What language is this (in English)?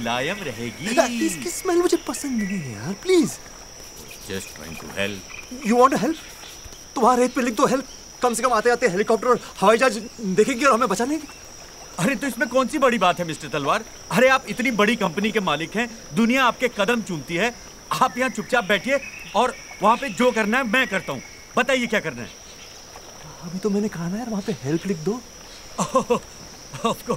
Hindi